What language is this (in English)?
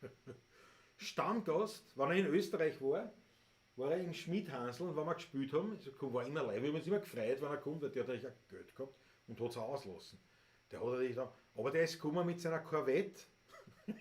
Bavarian